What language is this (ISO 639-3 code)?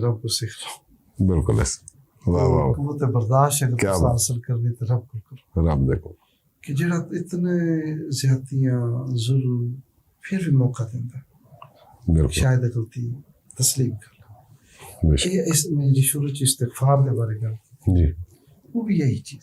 lah